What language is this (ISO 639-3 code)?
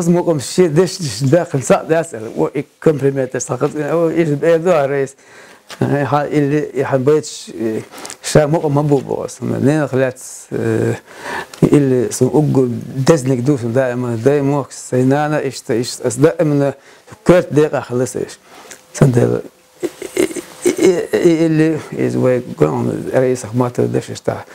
che